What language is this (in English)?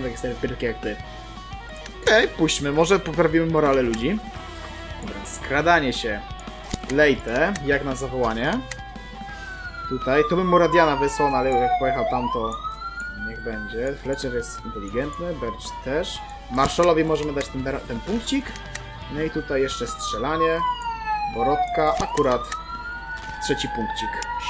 Polish